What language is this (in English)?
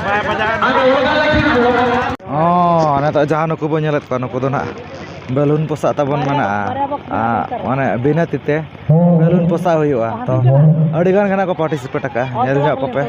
Santali